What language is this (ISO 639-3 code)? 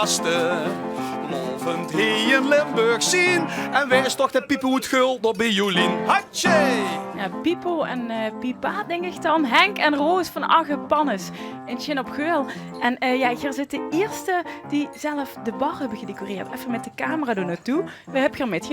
lim